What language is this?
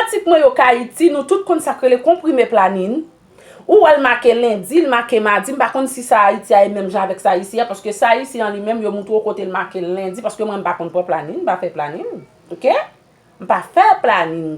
Haitian Creole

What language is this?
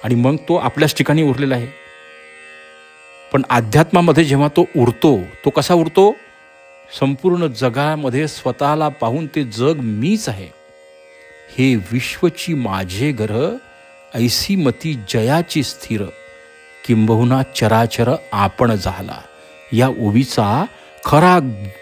Marathi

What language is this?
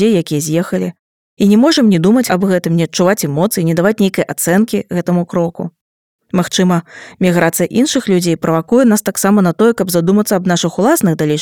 Belarusian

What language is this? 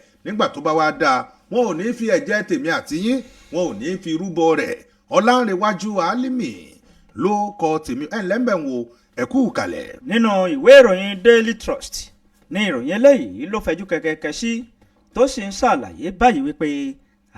Yoruba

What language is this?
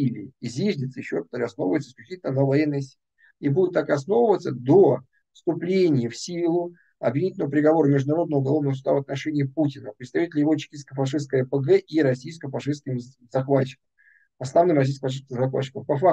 Russian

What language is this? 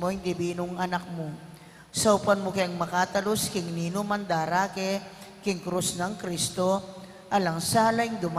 Pampanga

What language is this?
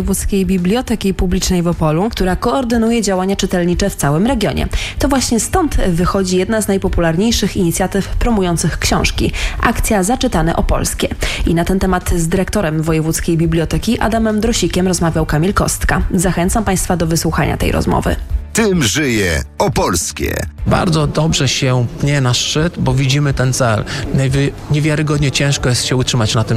Polish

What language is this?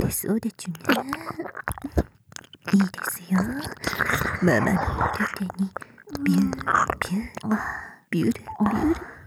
Japanese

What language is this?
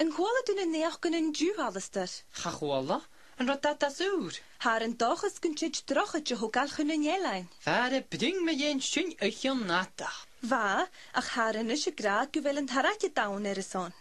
Scottish Gaelic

